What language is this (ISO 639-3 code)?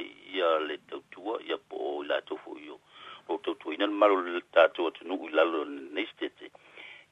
smo